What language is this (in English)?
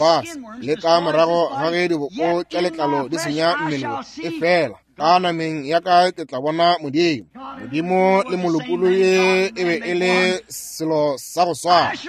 Northern Sotho